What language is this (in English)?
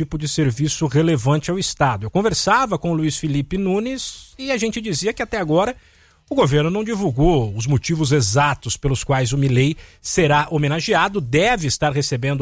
Portuguese